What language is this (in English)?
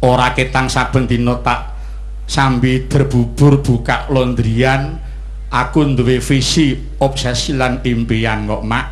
Javanese